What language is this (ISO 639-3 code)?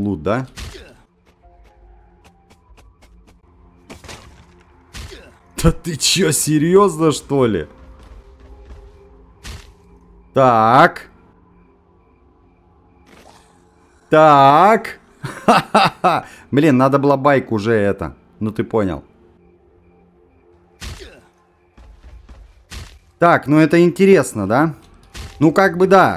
rus